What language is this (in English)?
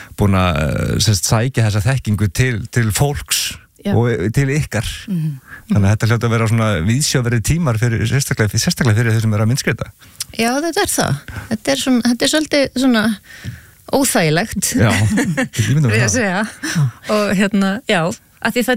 Icelandic